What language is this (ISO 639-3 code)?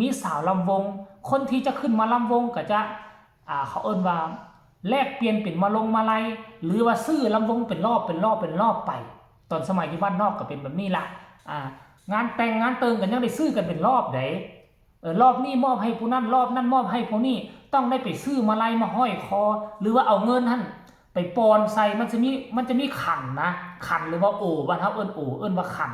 tts